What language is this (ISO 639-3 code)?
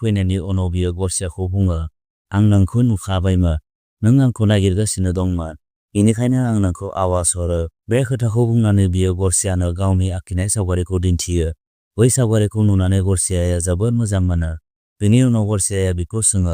brx